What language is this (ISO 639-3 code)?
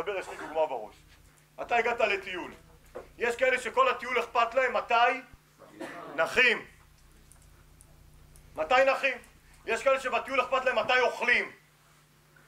heb